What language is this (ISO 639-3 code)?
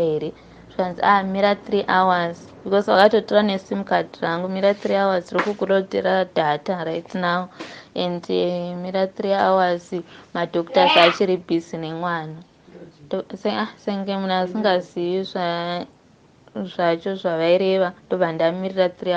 sna